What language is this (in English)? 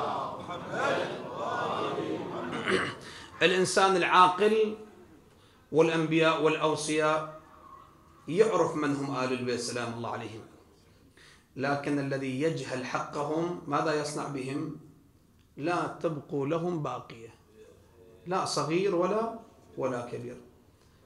Arabic